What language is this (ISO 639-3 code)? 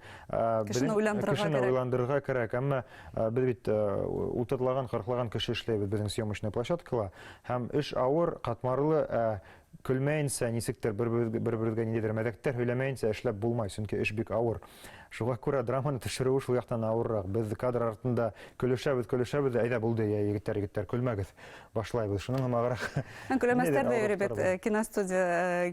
bak